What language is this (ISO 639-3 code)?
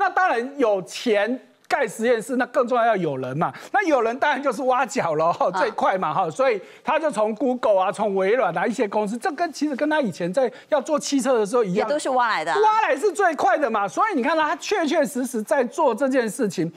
zho